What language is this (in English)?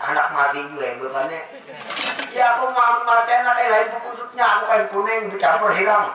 Banjar